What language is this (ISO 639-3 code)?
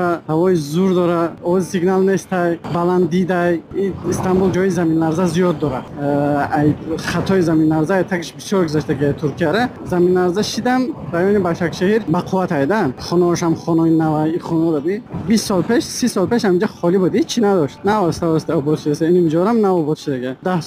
tgk